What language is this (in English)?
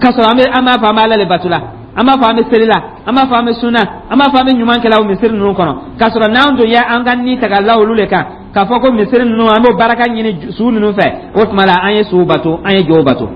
Dyula